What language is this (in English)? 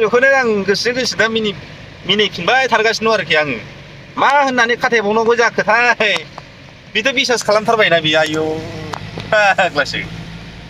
Bodo